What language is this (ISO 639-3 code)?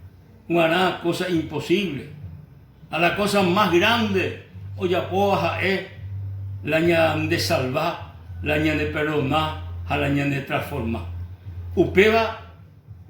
grn